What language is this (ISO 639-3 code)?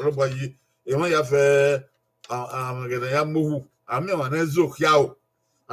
bin